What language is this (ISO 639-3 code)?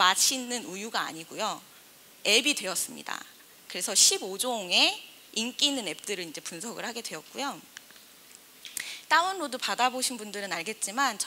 kor